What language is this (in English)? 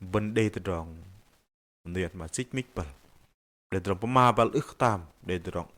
Bahnar